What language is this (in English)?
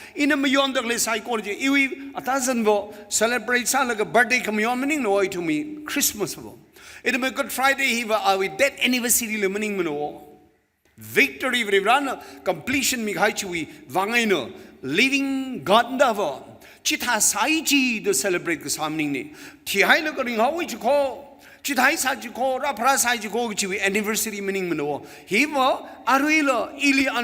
Tangkhul Naga (India)